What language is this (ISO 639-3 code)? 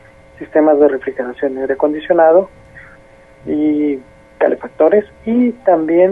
spa